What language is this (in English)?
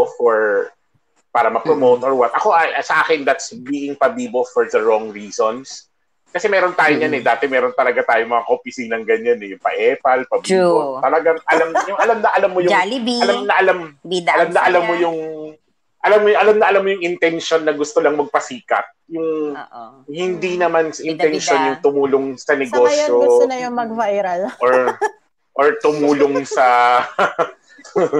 Filipino